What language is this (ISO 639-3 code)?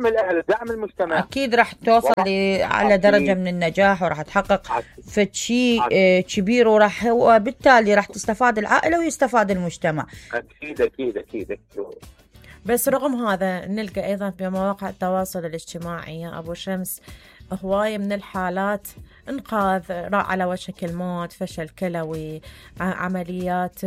acm